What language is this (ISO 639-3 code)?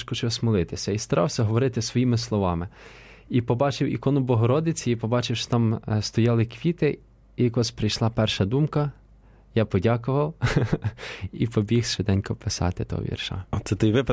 ukr